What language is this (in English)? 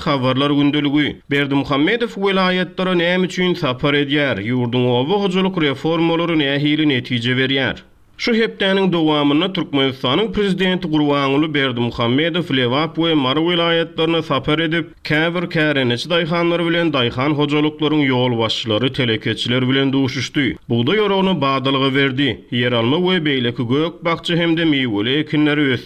Turkmen